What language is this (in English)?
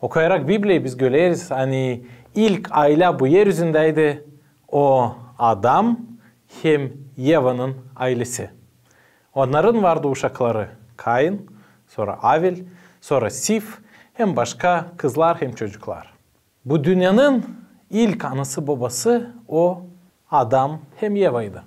Gagauz